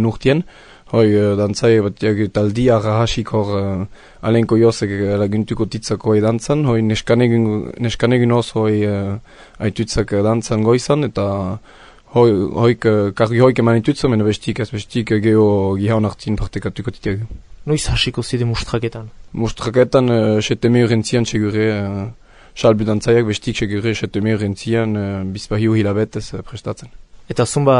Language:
Basque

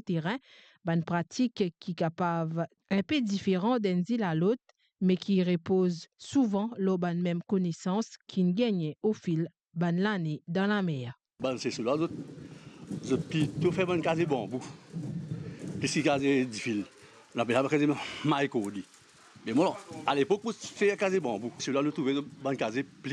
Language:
Morisyen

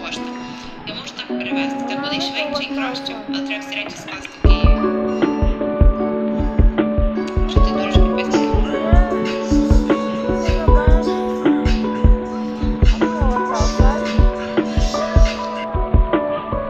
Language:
Ukrainian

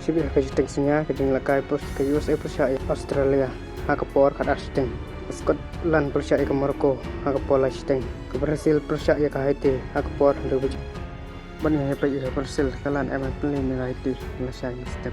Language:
Khasi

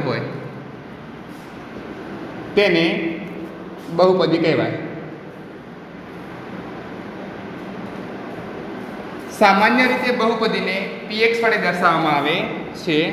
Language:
Gujarati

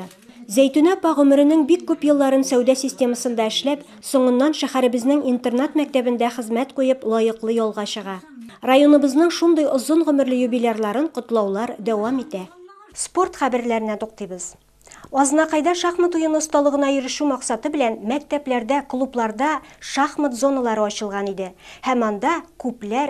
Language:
Tatar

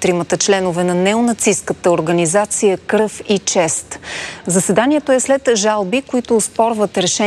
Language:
Bulgarian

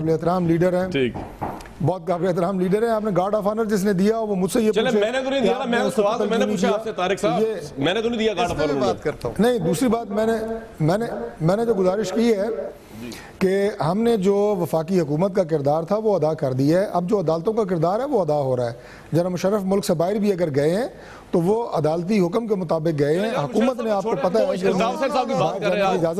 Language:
Urdu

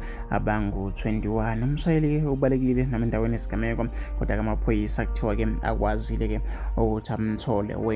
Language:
Zulu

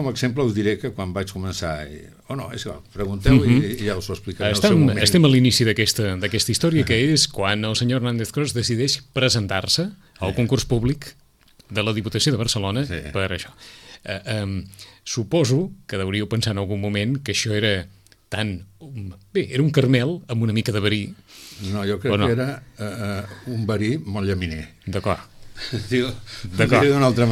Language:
Catalan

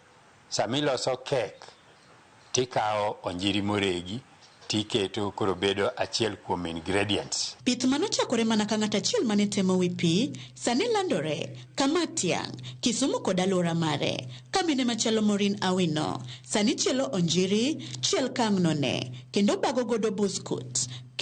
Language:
Luo (Kenya and Tanzania)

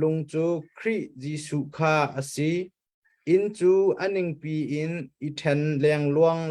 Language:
Hakha Chin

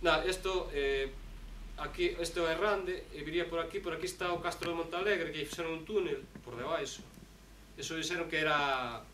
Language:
Galician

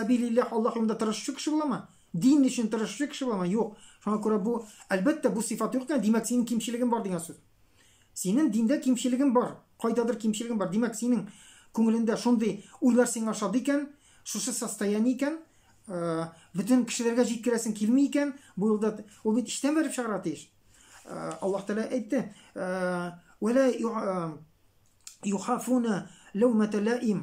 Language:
Tatar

